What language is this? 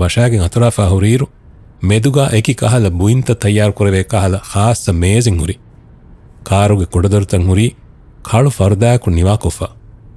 Divehi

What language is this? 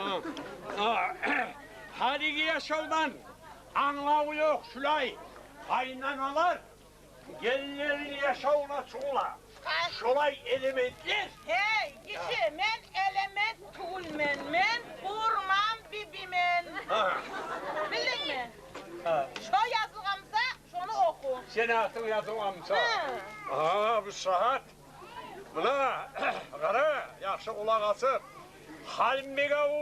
Kumyk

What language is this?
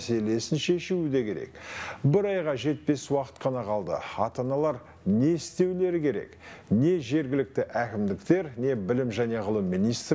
Kazakh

